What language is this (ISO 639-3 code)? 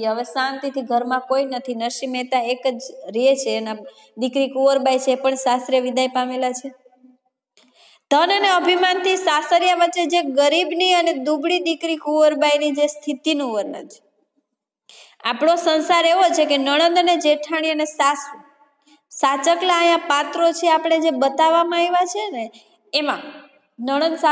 guj